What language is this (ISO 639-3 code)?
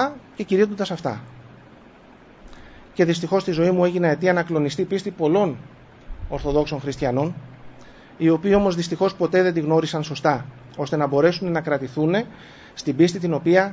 ell